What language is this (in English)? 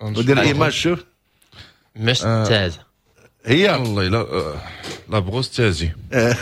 Moroccan Arabic